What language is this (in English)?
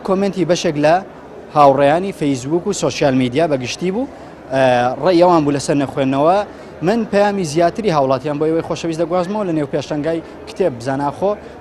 Central Kurdish